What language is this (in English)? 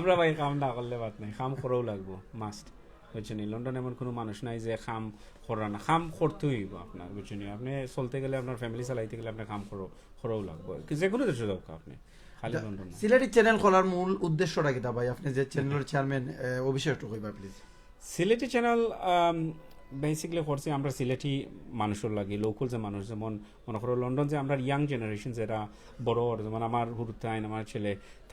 Sylheti